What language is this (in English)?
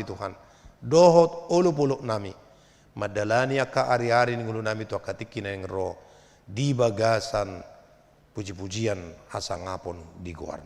Batak Toba